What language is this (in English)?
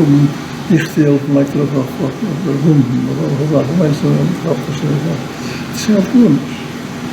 Yiddish